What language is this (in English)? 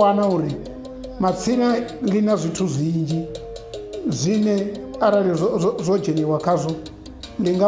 Venda